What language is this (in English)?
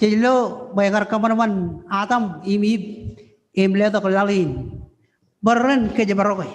Marshallese